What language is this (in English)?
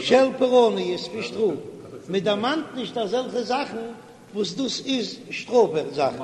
Yiddish